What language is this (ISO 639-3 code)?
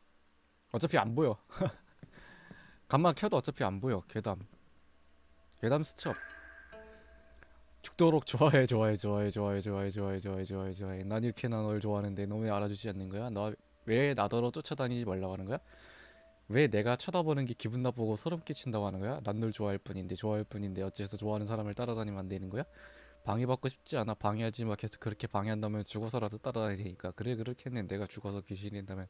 kor